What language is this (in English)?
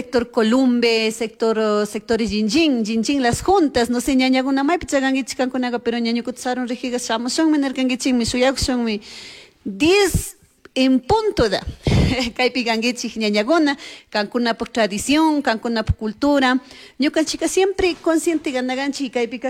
Chimborazo Highland Quichua